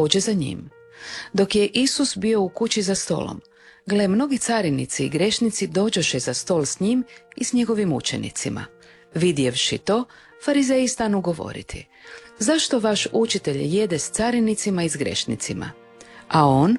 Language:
Croatian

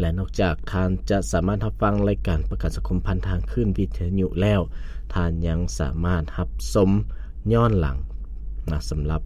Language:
Lao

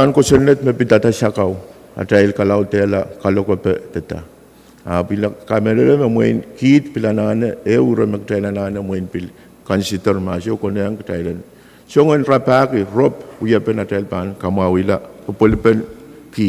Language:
Pohnpeian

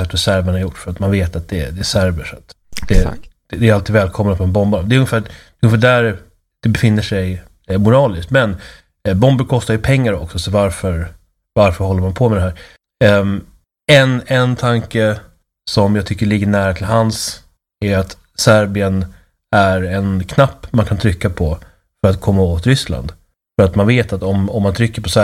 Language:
Swedish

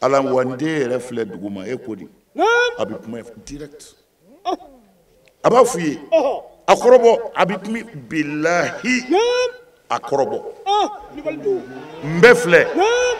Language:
Bambara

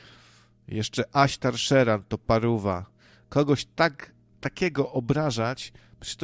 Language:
Polish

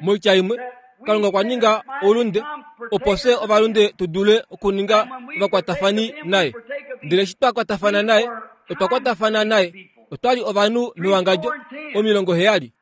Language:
Kuanyama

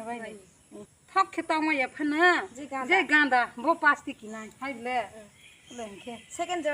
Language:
Kok Borok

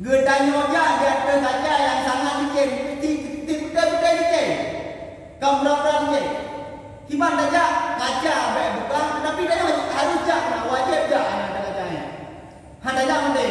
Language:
Achinese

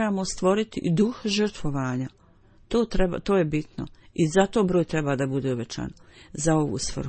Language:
Bosnian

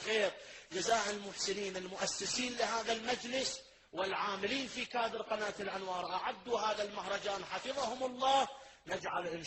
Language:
Arabic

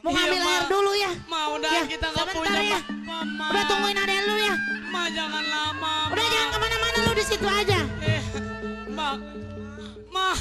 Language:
Betawi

